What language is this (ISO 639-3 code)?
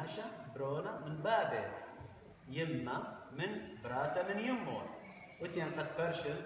aii